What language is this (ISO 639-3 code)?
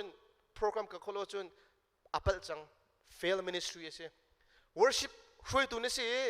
cnh